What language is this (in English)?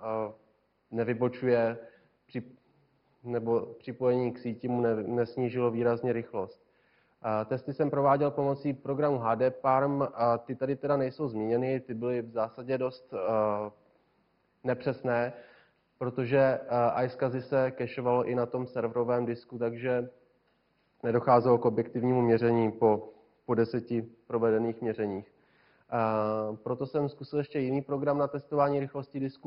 Czech